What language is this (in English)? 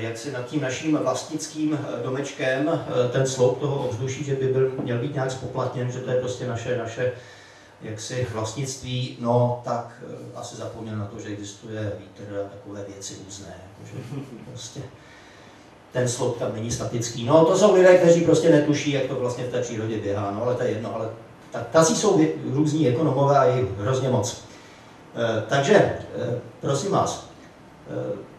Czech